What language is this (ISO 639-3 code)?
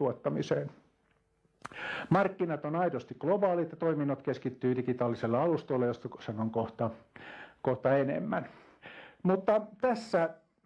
fin